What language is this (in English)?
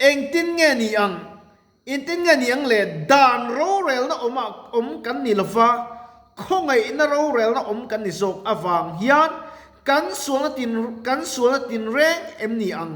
Mizo